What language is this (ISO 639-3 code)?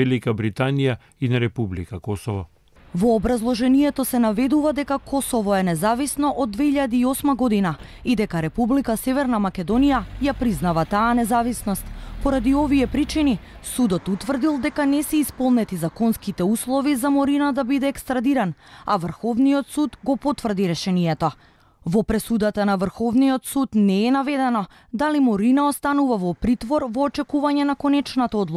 mkd